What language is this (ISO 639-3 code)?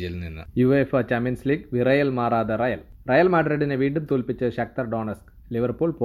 mal